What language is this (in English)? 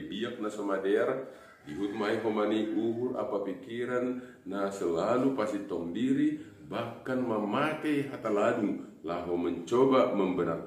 Batak Simalungun